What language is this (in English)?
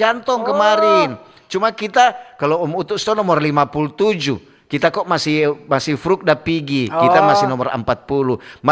Manado Malay